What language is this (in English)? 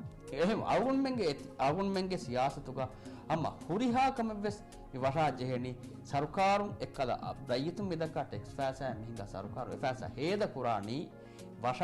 Divehi